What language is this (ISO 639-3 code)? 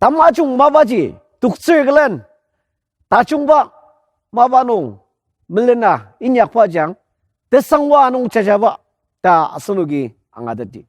njo